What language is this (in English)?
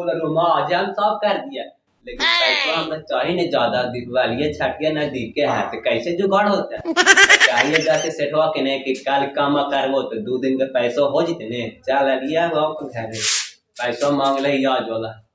Magahi